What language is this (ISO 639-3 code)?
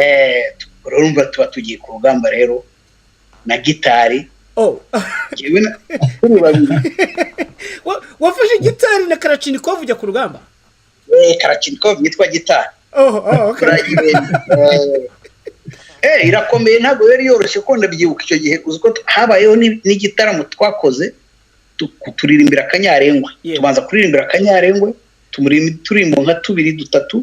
kin